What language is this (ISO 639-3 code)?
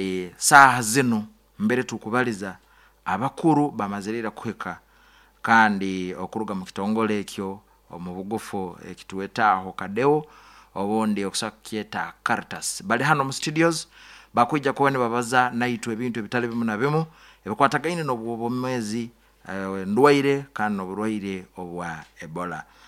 nyo